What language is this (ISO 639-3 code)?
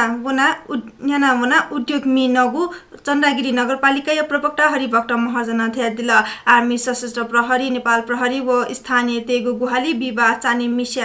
new